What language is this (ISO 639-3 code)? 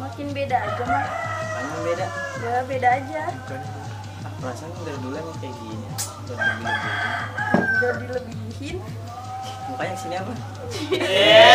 bew